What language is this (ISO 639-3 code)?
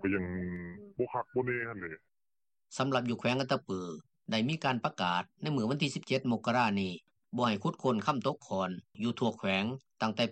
lao